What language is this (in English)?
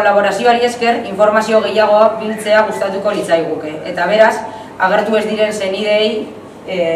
Basque